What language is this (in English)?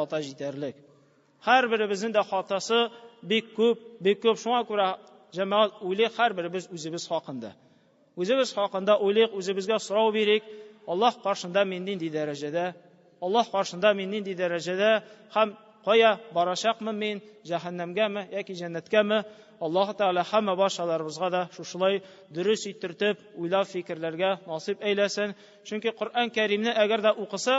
Tatar